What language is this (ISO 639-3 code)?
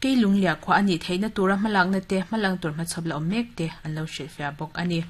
lus